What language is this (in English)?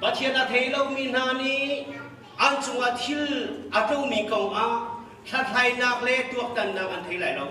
Hakha Chin